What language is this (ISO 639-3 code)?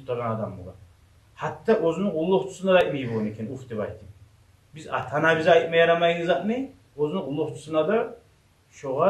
kum